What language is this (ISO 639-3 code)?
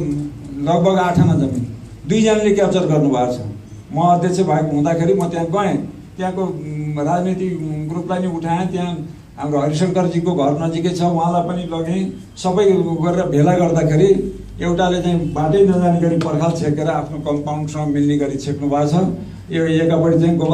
nep